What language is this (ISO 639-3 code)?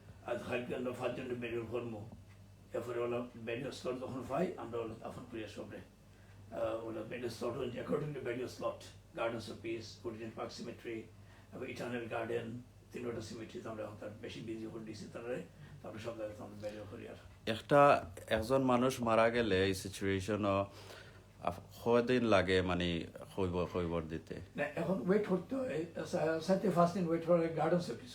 syl